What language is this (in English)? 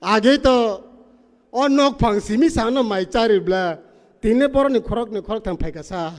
Riang (India)